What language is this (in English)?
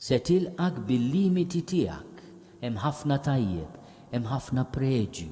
Maltese